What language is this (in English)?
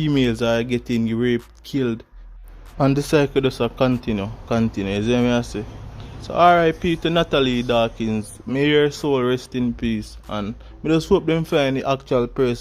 Jamaican Creole English